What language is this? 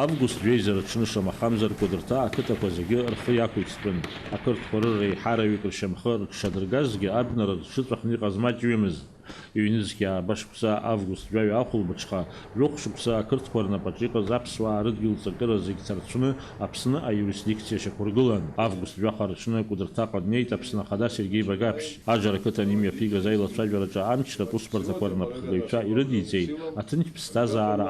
Abkhazian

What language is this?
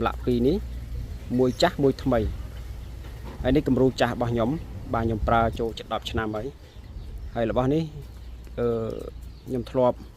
Khmer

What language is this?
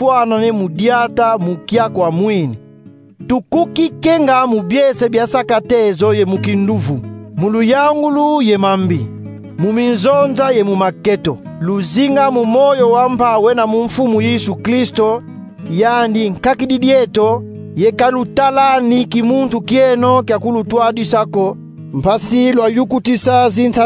Kongo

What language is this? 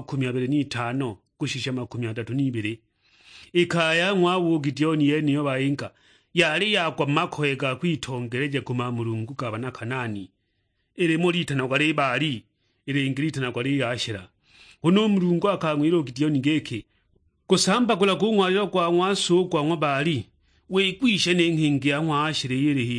Sukuma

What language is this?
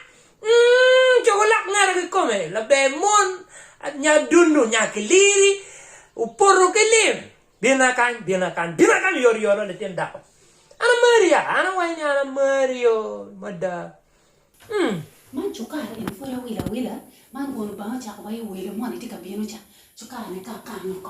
Acoli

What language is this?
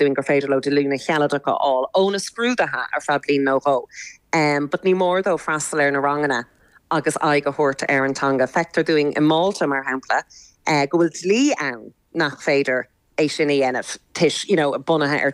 Irish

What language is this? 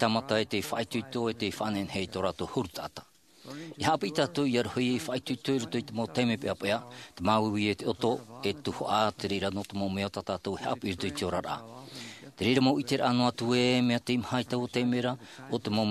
Tahitian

